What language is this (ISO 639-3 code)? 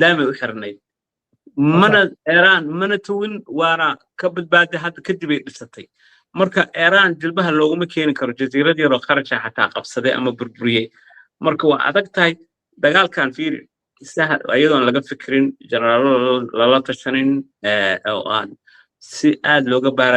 som